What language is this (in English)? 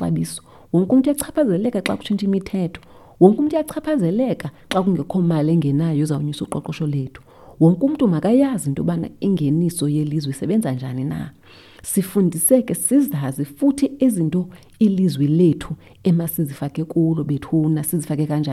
Xhosa